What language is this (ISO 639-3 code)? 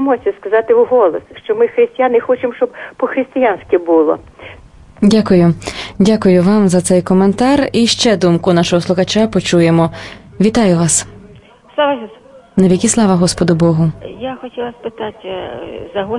ukr